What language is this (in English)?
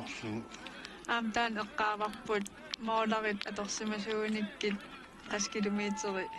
Kalaallisut